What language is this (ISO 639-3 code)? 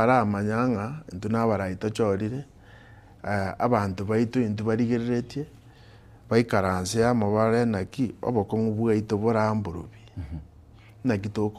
guz